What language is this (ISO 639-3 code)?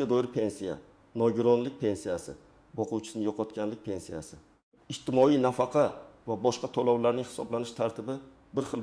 uzb